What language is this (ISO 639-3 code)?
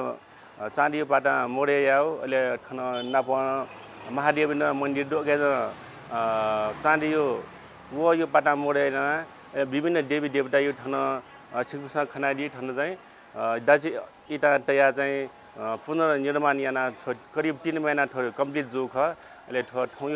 new